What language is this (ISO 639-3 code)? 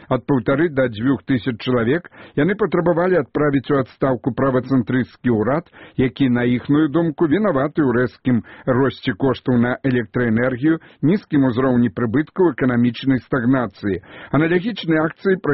bel